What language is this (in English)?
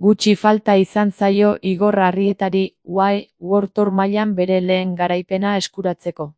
Basque